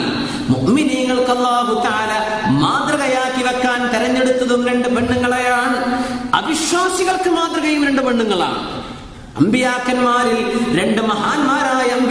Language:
Malayalam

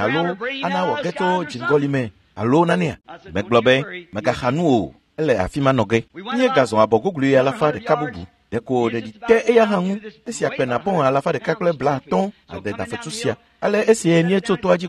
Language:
Ewe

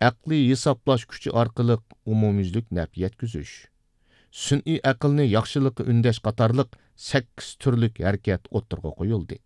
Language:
Uyghur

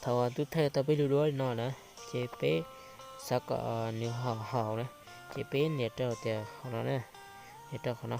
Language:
Hmong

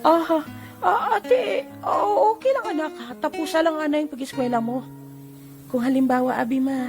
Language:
Hiligaynon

